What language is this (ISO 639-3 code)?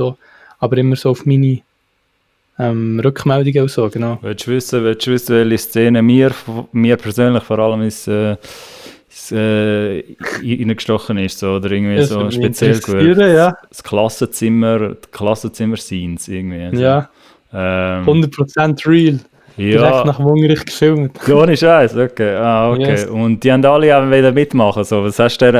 gsw